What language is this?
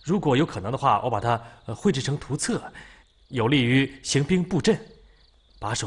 Chinese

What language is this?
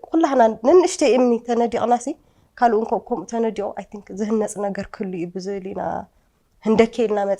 Tigrinya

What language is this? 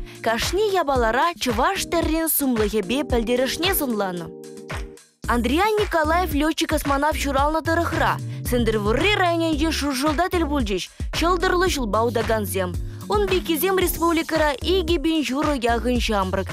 Chuvash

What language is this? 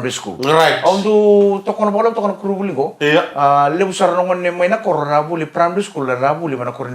Fijian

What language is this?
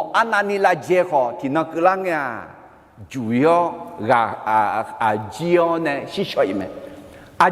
Akha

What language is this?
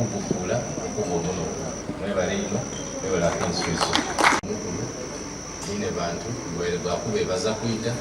Soga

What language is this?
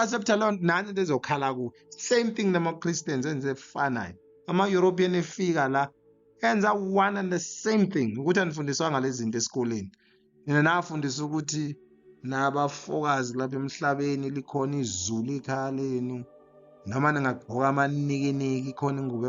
Zulu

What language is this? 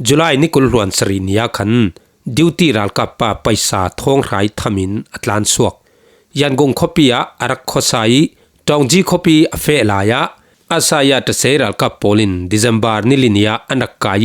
Falam Chin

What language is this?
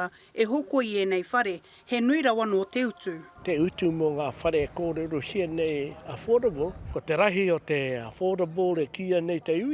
Māori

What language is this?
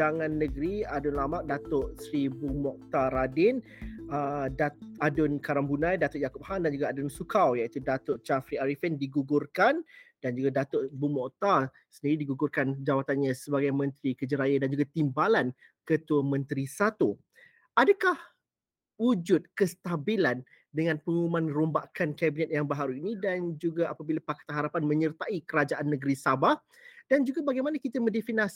Malay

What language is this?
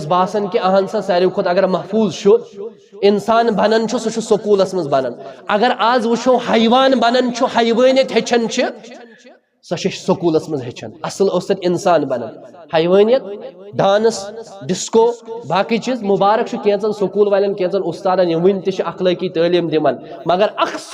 Kashmiri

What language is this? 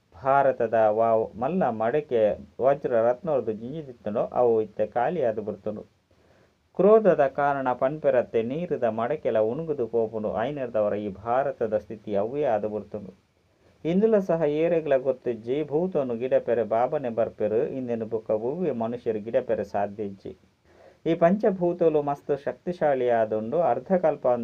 Tulu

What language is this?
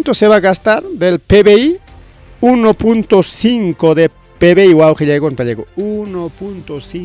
Ayacucho Quechua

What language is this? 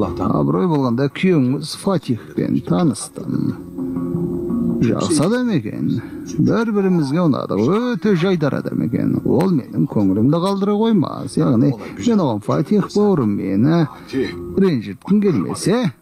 Kazakh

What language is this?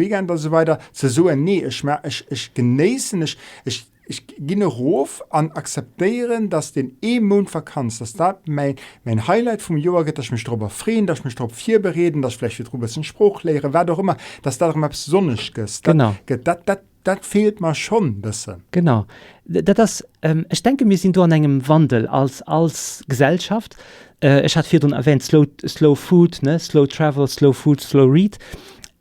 Luxembourgish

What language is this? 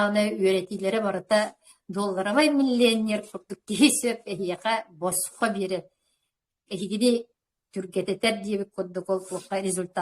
Yakut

